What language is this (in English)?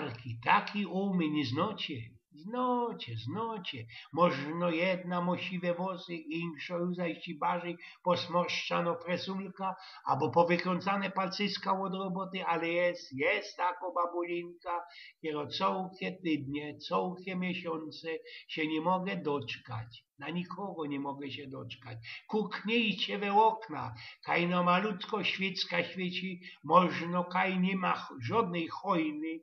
Silesian